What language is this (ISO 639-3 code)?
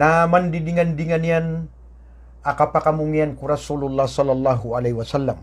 mrw